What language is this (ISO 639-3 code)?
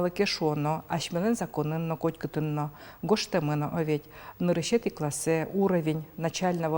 udm